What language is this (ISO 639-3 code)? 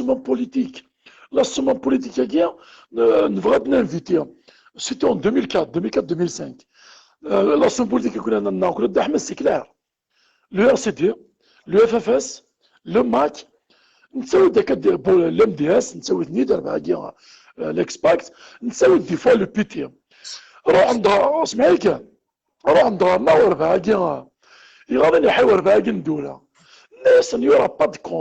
kab